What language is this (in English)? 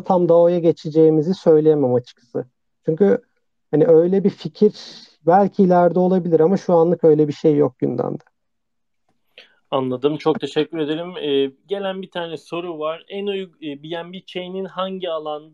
Turkish